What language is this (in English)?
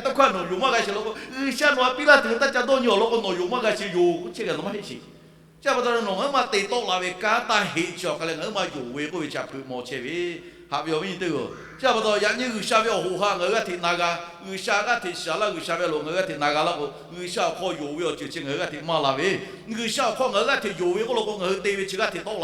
Lahu